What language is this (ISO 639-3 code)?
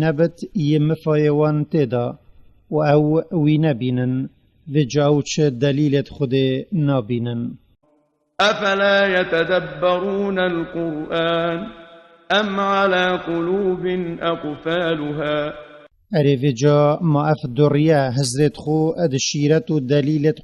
kur